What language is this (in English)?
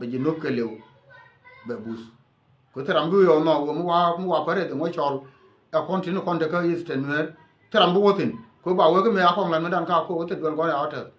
Nuer